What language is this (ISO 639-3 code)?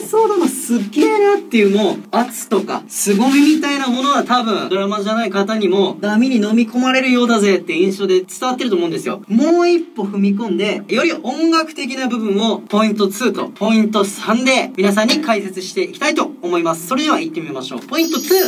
jpn